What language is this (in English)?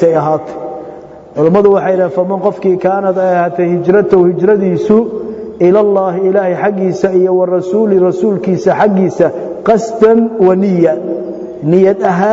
Somali